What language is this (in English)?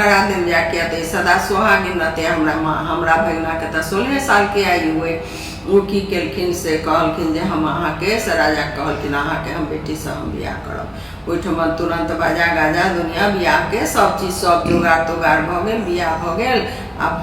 Maithili